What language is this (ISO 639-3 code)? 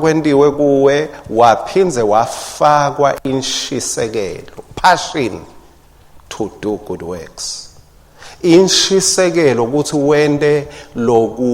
ssw